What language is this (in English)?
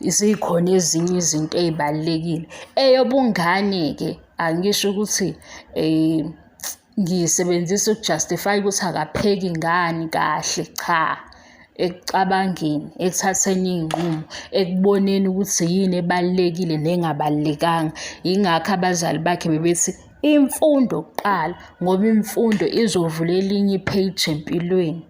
Zulu